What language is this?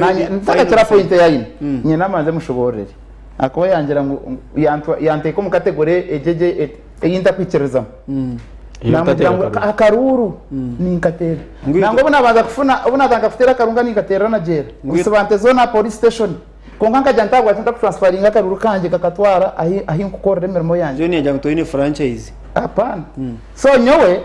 Nyankole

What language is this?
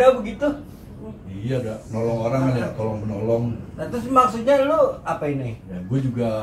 Betawi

